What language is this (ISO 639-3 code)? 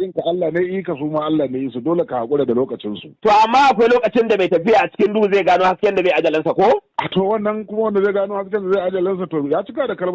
hau